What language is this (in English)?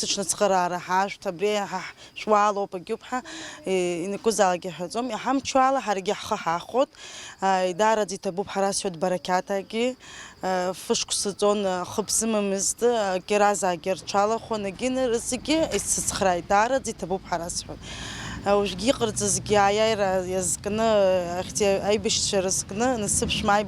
Abkhazian